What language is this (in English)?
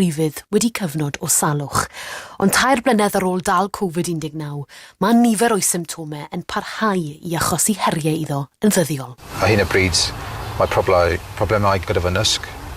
Welsh